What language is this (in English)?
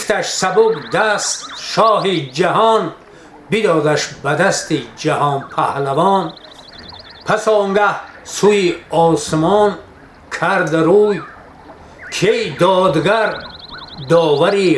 Tajik